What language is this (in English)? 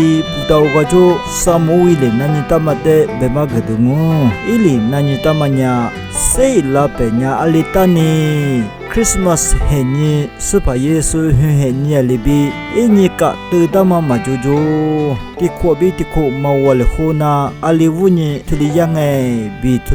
Lisu